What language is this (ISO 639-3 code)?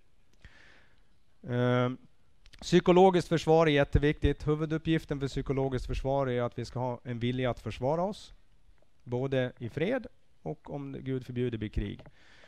swe